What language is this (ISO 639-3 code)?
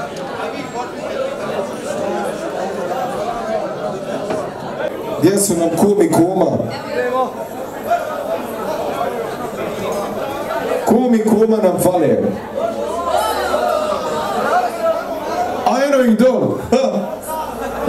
hrv